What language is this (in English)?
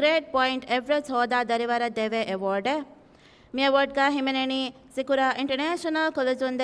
Divehi